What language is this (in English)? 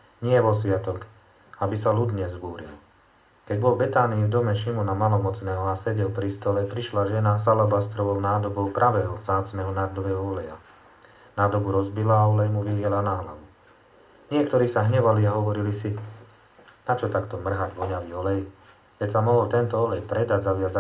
Slovak